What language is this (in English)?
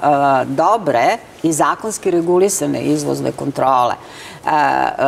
Serbian